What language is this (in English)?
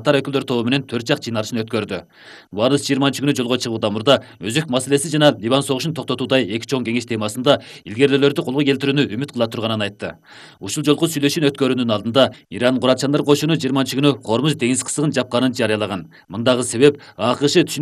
Kyrgyz